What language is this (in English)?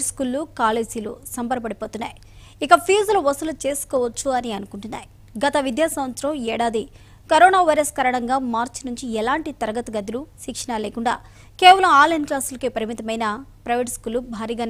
Telugu